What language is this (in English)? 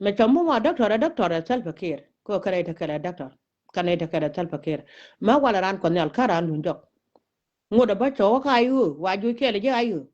Nuer